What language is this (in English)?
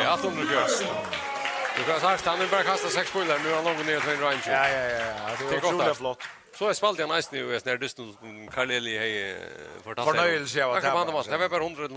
Faroese